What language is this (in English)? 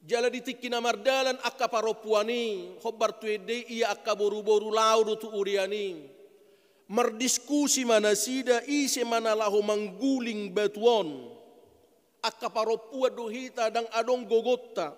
Batak Toba